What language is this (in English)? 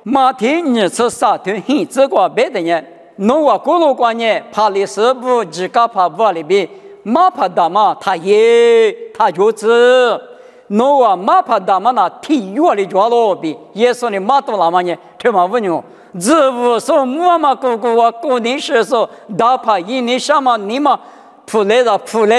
Lisu